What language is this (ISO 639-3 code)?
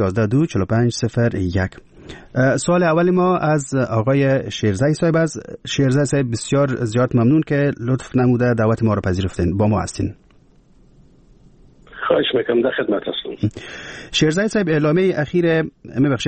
fas